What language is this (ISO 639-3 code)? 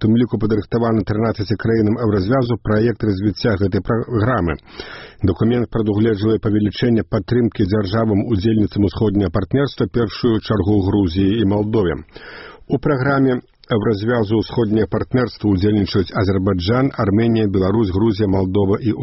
bel